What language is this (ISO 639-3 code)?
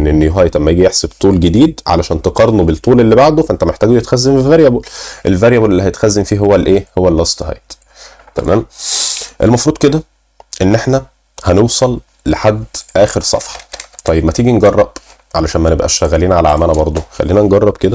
arz